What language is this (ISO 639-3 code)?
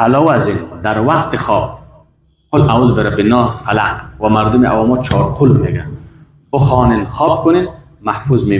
fas